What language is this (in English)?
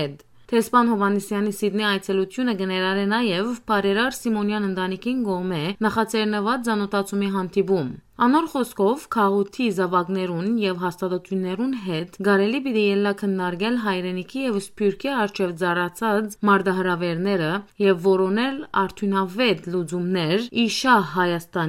Western Armenian